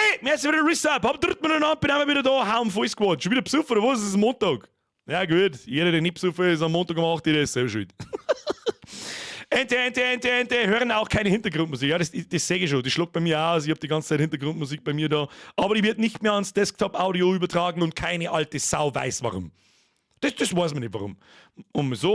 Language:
Bavarian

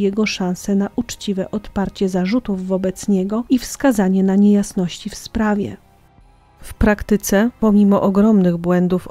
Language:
Polish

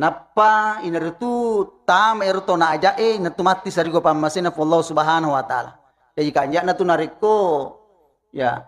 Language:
Buginese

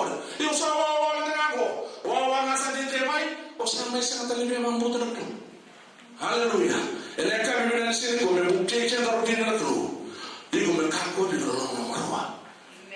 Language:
Fijian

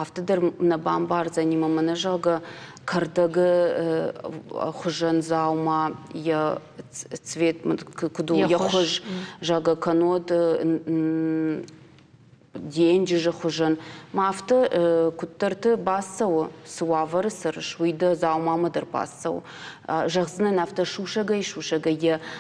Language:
Ossetic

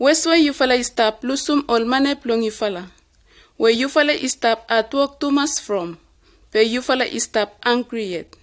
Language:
Bislama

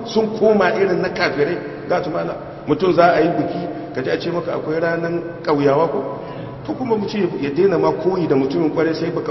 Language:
Hausa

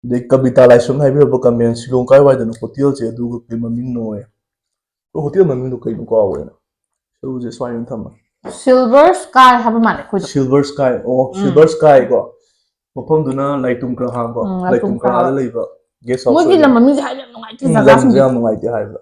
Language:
Manipuri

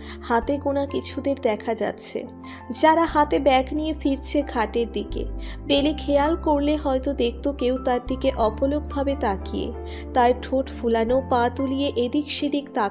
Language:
Bangla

